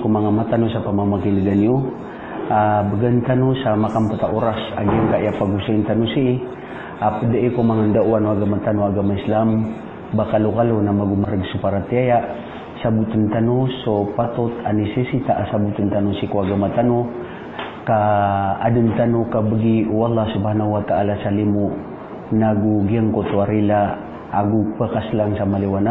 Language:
Maranao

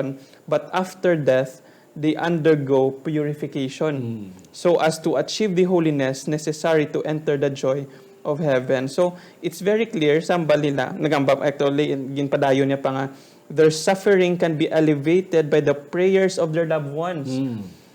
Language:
Hiligaynon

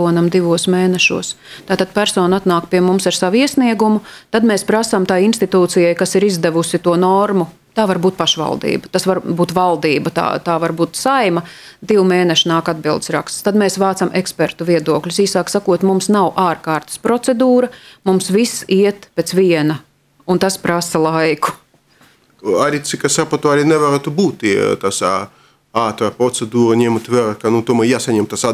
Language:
Latvian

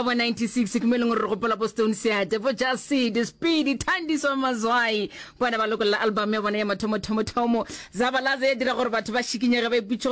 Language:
Northern Sotho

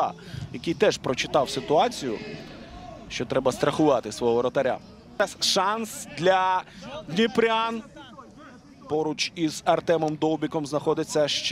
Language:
Ukrainian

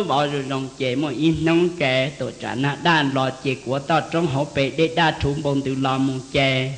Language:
Hmong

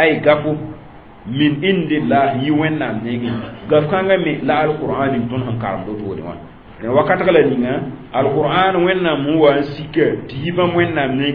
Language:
Mossi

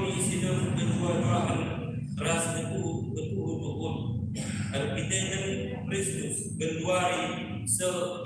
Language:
Batak Karo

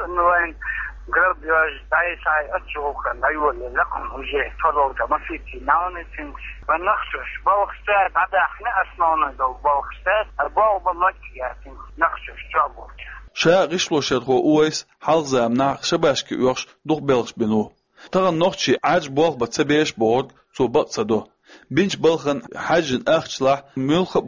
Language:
Chechen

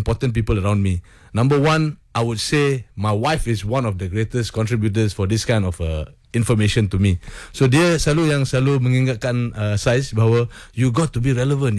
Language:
Malay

